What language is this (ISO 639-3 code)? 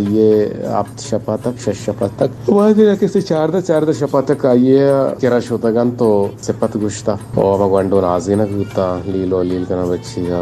bal